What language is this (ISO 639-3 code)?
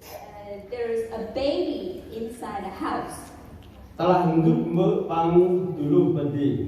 cmo